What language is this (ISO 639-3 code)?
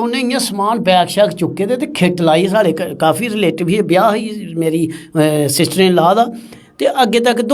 doi